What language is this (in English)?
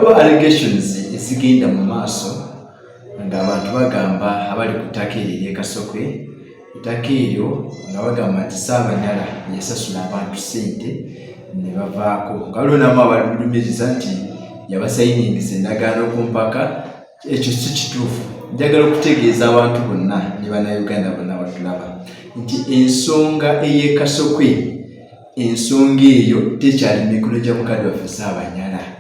Ganda